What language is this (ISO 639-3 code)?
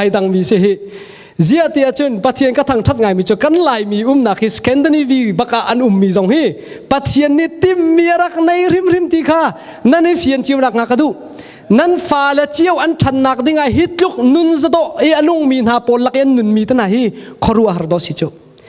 cnh